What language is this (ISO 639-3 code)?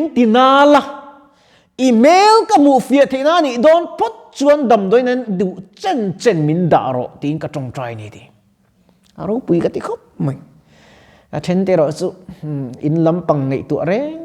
lus